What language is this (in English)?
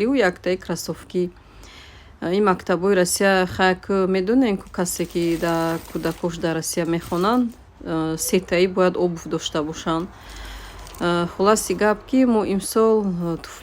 Tajik